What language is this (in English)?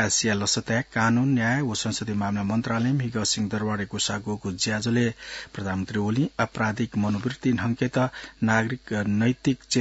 Newari